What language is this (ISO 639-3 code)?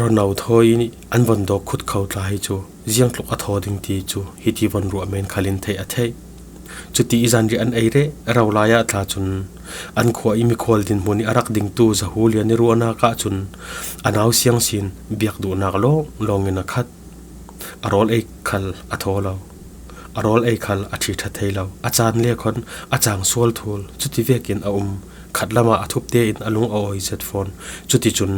cfm